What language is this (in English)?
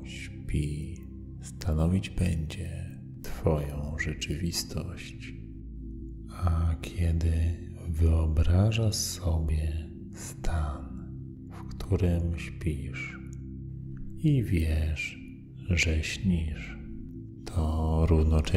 Polish